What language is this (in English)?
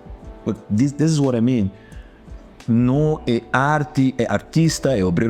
Papiamento